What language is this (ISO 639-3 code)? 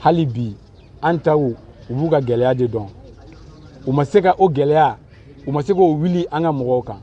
bam